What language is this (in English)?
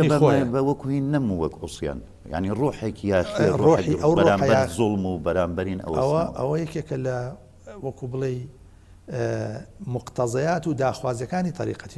Central Kurdish